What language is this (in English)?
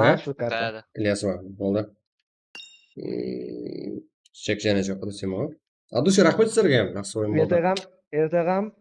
Kara-Kalpak